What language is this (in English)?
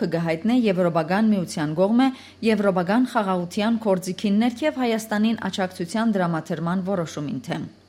Western Armenian